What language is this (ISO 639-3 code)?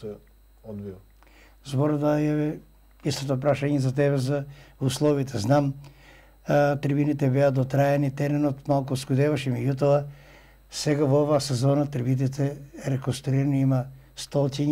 mkd